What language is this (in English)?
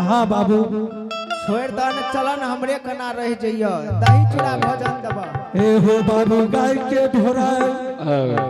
Angika